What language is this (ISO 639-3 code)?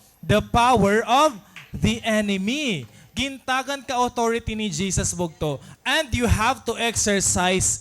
war